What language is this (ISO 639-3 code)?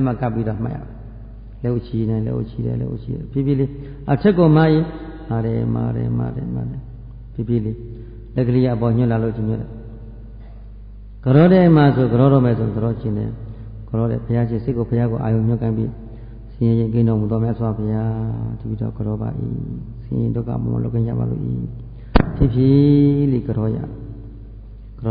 mya